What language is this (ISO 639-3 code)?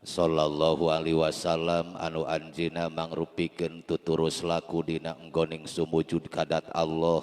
sun